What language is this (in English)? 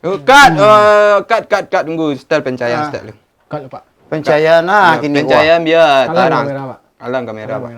Minangkabau